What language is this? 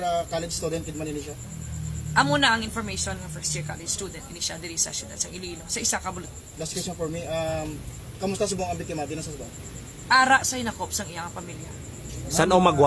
Hiligaynon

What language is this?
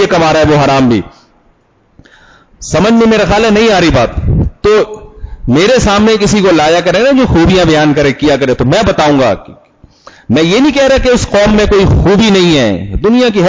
Urdu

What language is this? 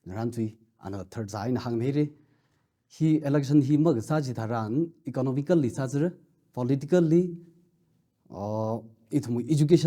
Tangkhul Naga (India)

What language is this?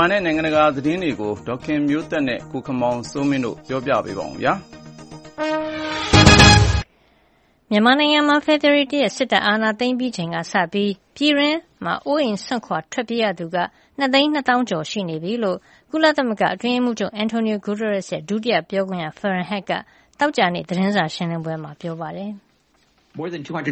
Burmese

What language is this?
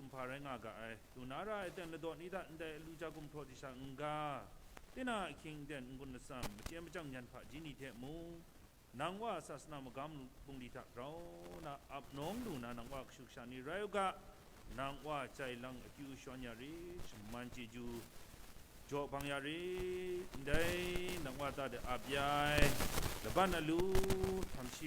Kachin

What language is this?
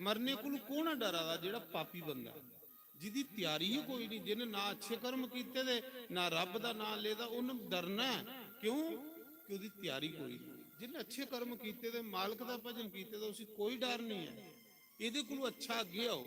Dogri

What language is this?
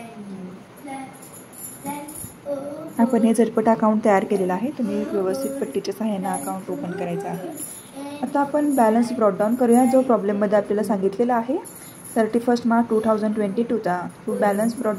Marathi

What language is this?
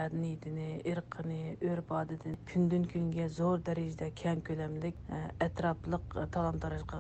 Uyghur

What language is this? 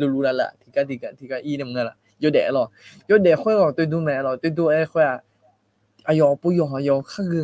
Akha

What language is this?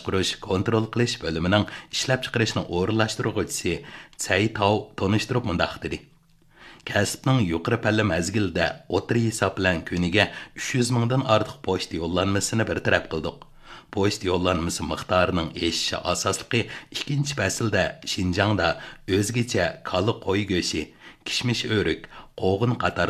Uyghur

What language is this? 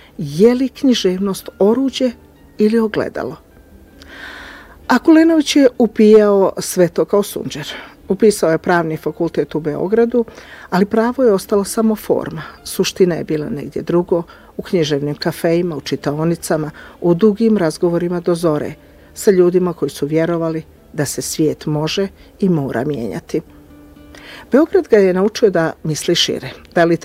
Bosnian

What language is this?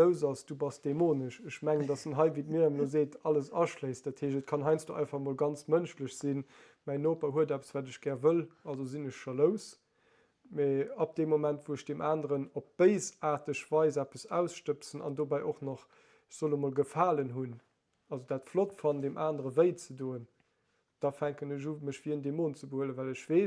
Luxembourgish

